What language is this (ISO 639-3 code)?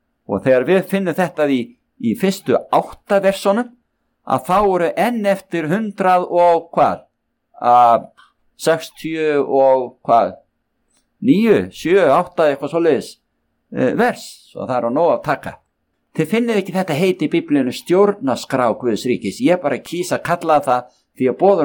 isl